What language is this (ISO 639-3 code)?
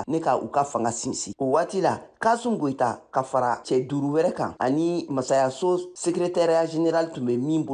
bam